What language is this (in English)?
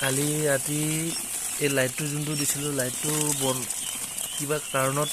Assamese